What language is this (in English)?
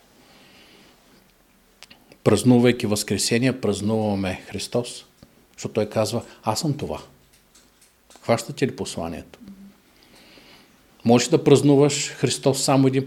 Bulgarian